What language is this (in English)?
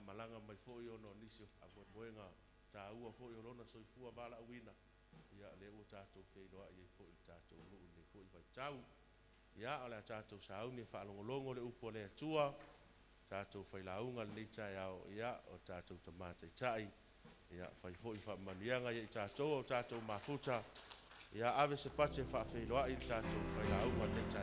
Samoan